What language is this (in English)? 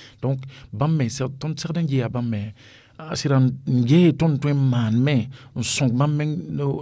Mossi